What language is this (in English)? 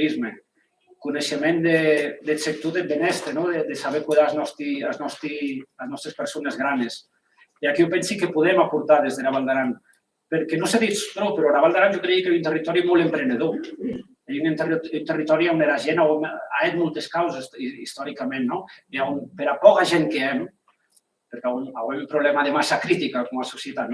Occitan